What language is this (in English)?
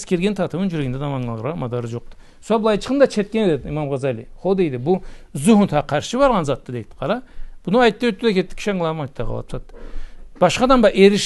Karachay-Balkar